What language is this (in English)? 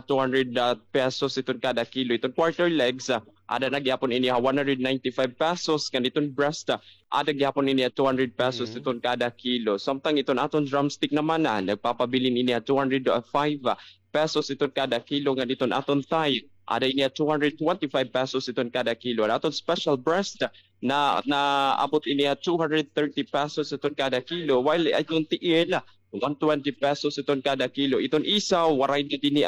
Waray